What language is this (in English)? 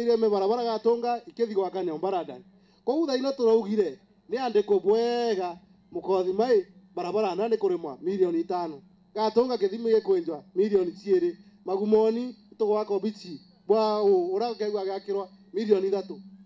Meru